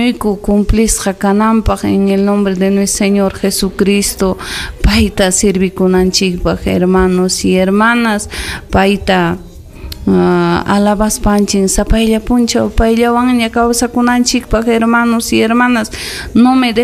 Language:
Ayacucho Quechua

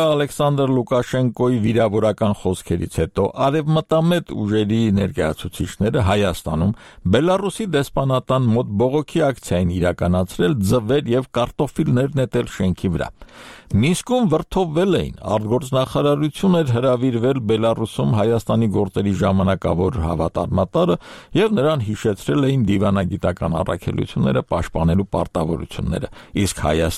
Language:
Armenian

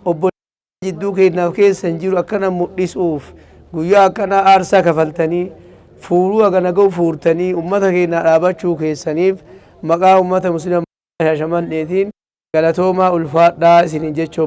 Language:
Oromo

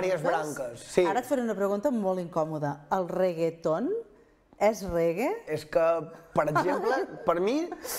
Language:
Catalan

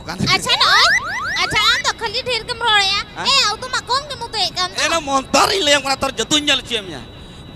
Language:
Santali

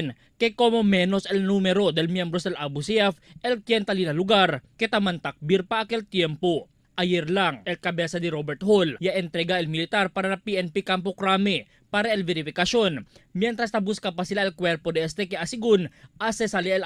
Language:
Chavacano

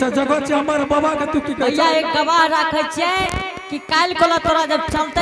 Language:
Angika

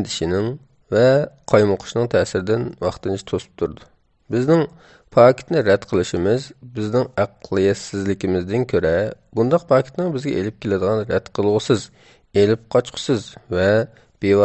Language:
Uyghur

